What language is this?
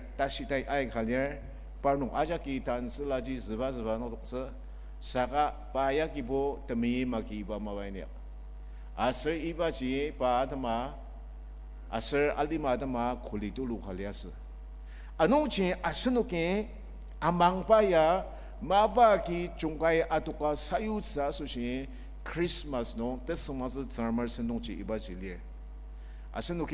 Ao Naga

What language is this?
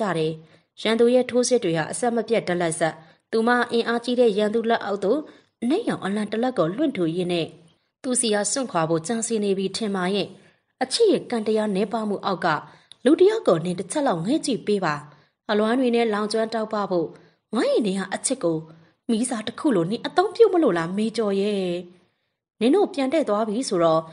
Burmese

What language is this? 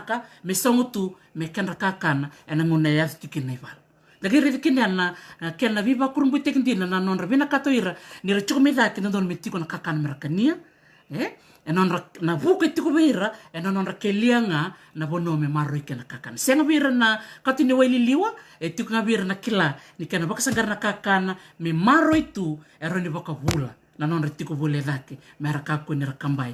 Fijian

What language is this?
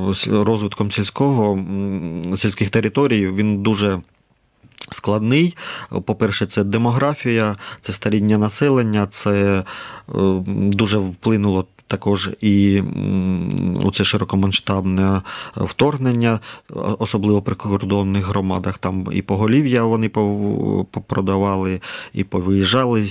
Ukrainian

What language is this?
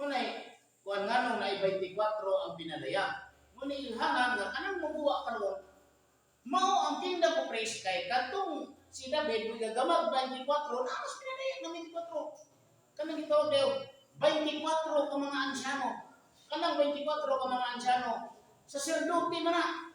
Cebuano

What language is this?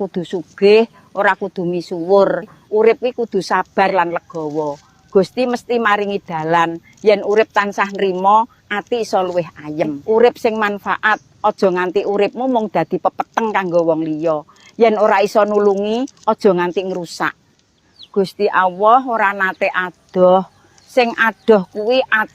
Javanese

